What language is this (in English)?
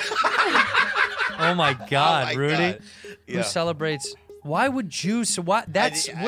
English